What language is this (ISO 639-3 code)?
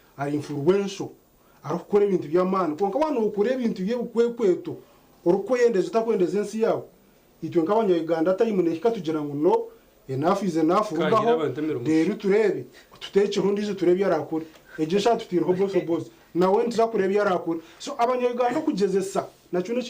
nyn